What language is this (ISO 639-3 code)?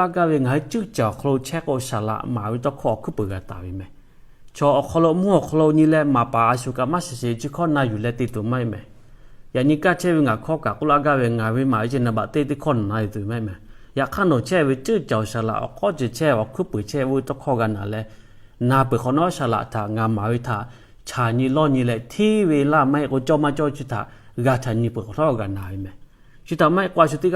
lhu